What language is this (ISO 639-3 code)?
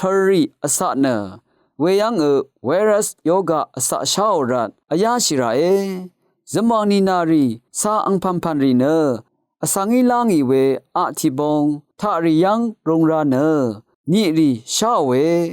raw